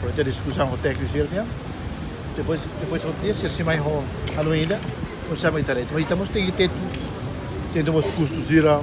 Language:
Tetum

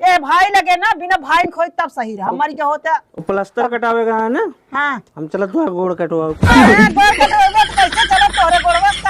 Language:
Awadhi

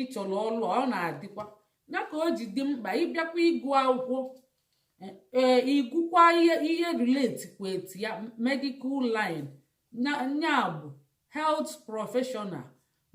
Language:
Igbo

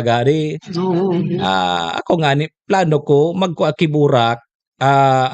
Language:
Bikol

